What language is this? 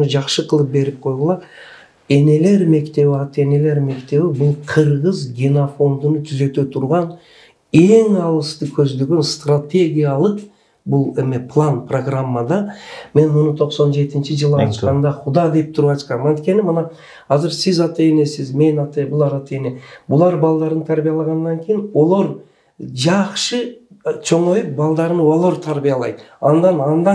Kyrgyz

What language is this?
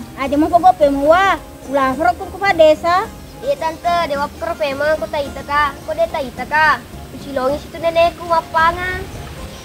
Buginese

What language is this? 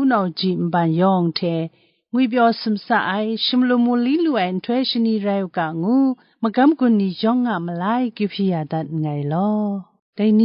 Kachin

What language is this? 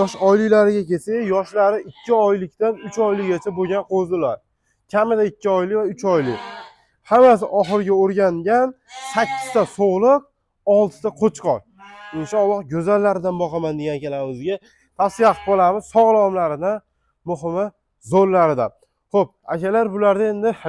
Uzbek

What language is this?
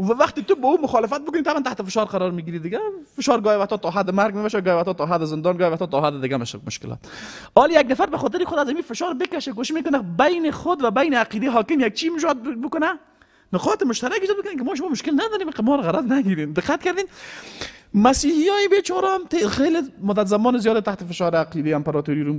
Persian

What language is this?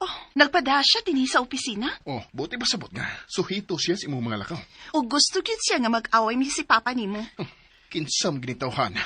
Cebuano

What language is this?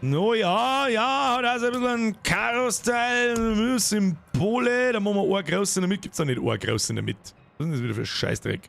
Bavarian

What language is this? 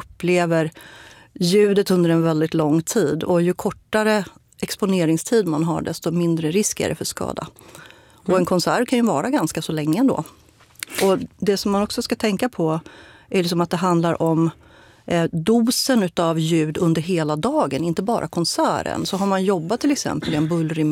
Swedish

